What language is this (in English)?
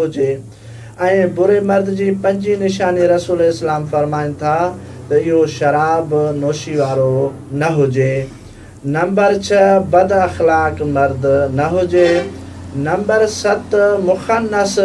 Sindhi